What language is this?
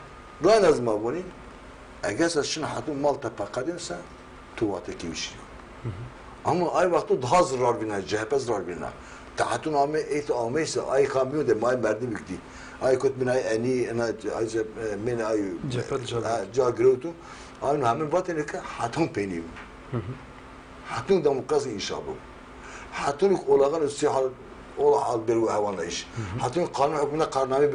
Zaza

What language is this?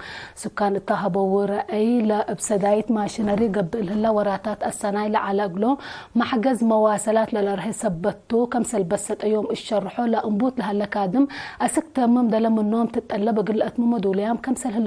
Tigre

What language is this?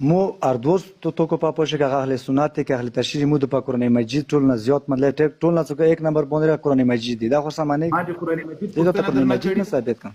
Pashto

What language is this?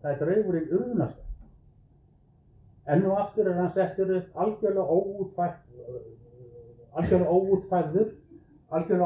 Icelandic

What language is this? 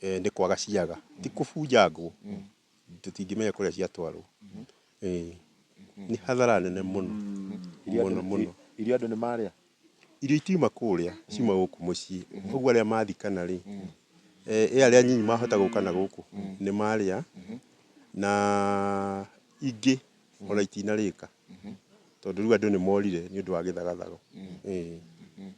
Kikuyu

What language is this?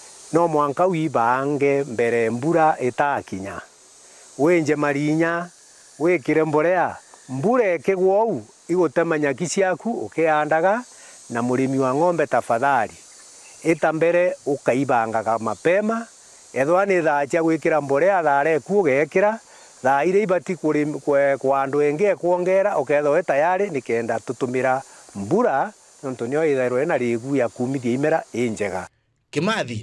Meru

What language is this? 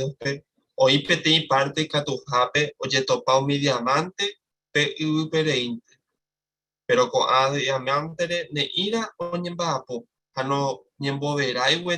Guarani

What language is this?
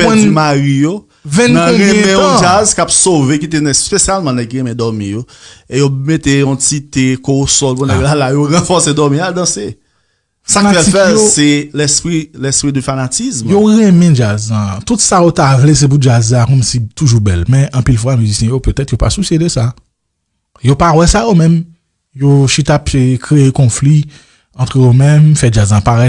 Haitian Creole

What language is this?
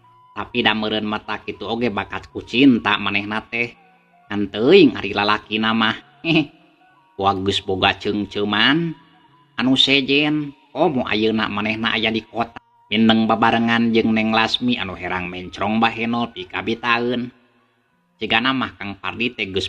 Sundanese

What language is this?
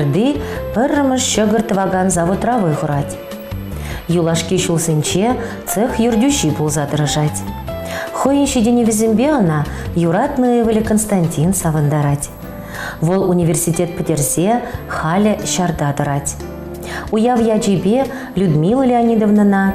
Chuvash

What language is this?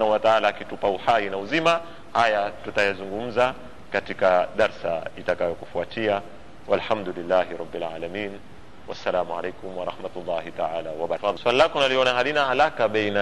Swahili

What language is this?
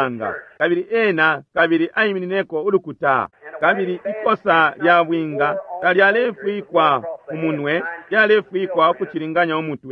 Bemba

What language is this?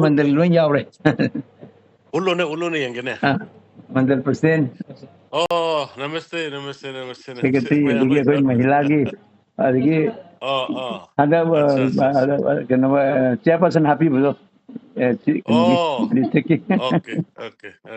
Manipuri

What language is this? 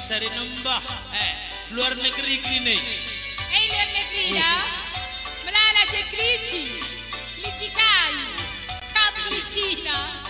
Batak Karo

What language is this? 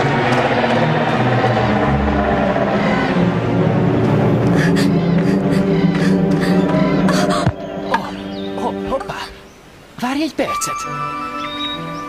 Hungarian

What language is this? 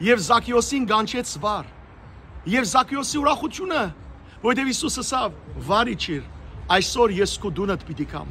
Western Armenian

